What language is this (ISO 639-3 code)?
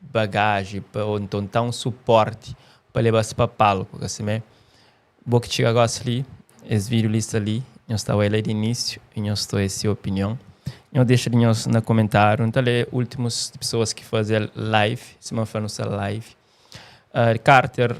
kea